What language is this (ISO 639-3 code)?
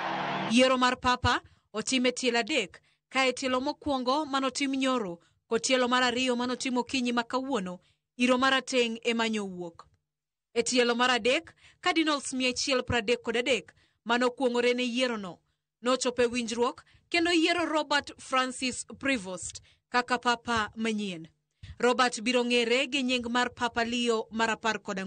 luo